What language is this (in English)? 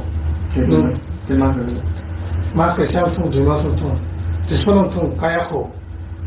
Kok Borok